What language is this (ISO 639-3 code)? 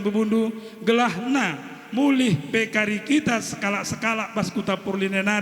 btx